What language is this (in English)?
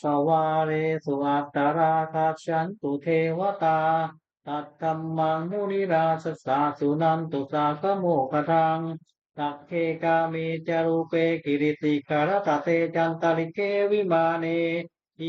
Pali